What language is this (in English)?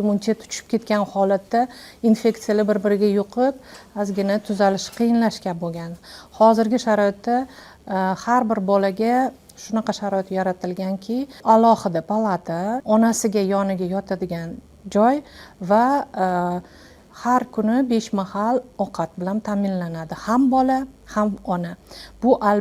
Uzbek